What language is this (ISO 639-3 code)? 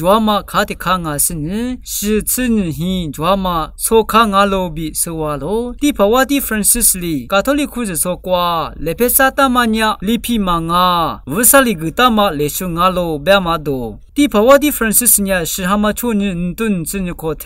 lis